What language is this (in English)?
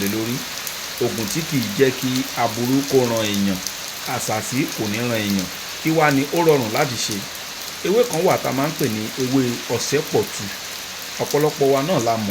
Yoruba